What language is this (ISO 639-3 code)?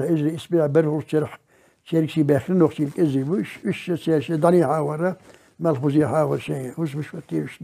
che